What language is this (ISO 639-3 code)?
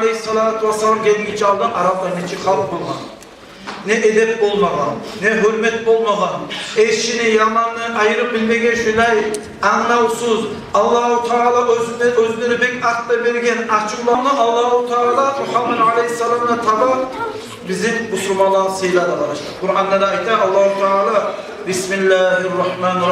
kum